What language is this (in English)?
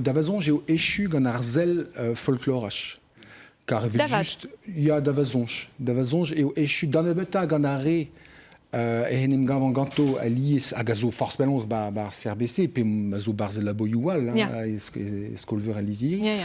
Breton